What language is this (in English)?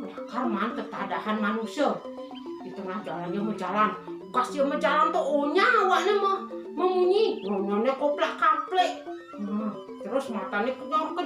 Balinese